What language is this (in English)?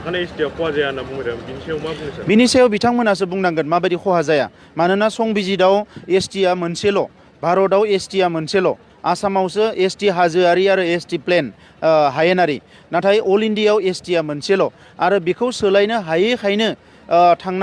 Bodo